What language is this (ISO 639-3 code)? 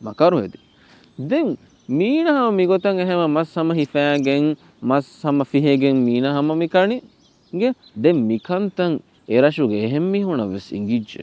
div